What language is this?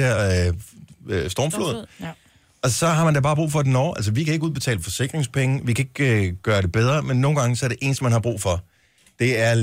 Danish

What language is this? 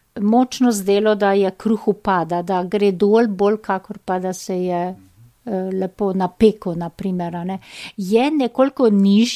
Slovenian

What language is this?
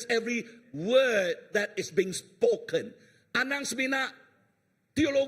Iban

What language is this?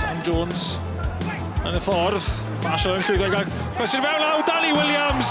Welsh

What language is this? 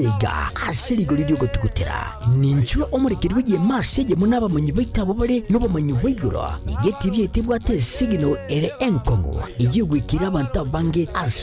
Gusii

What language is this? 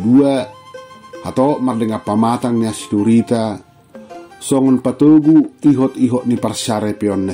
Batak Toba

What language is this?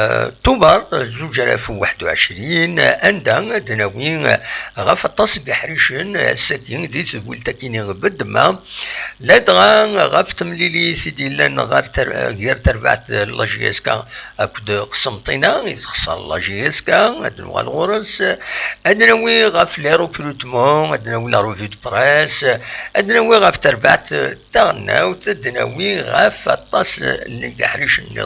Kabyle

